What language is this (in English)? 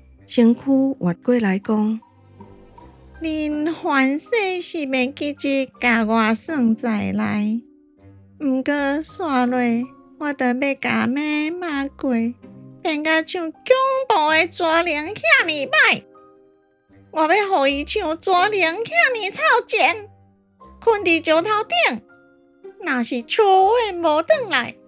Min Nan Chinese